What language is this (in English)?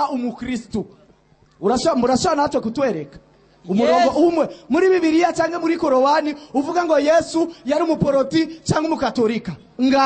Rundi